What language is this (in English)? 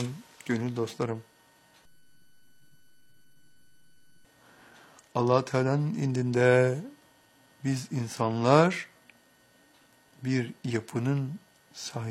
Turkish